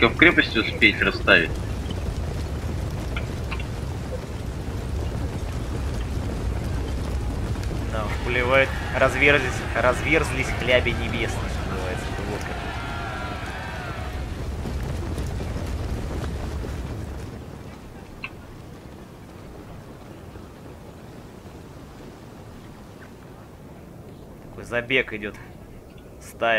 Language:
Russian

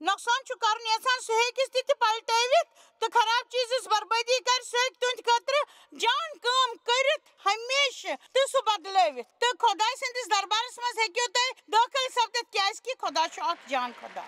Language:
Kashmiri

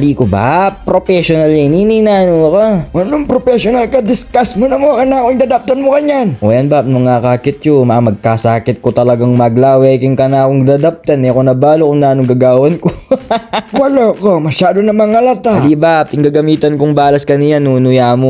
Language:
Pampanga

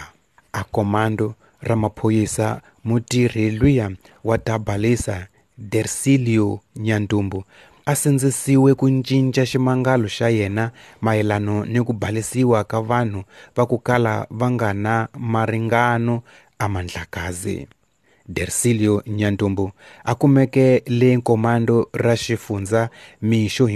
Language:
Tsonga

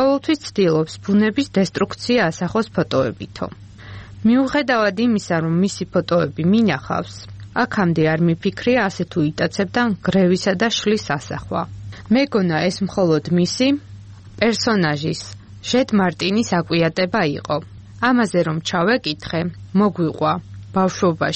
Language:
Georgian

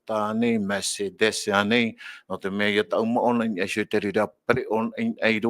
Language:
Tahitian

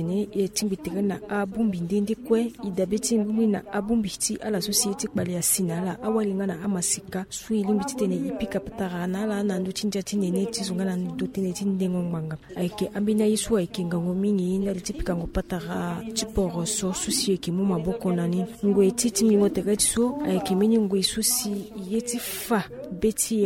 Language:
Sango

